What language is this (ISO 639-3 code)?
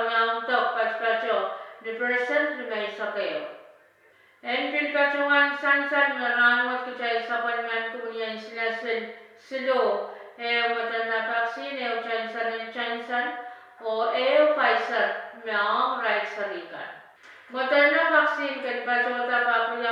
pon